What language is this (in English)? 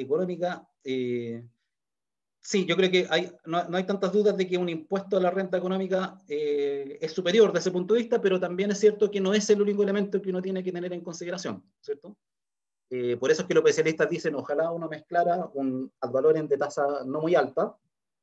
Spanish